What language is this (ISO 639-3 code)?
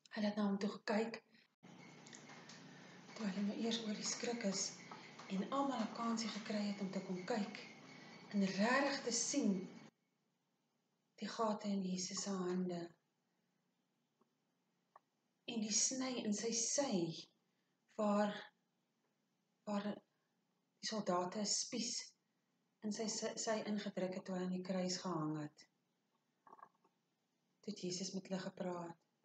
afr